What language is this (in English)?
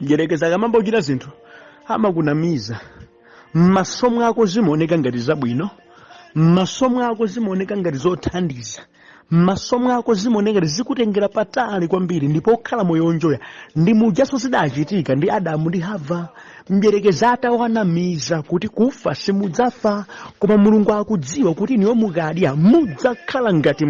Nyanja